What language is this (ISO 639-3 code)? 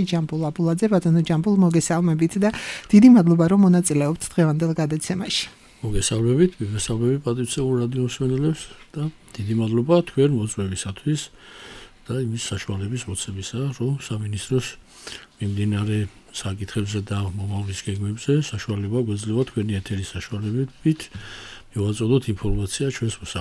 kat